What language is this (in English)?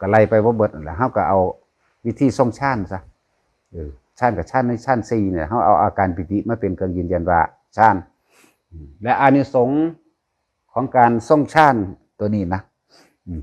Northeastern Thai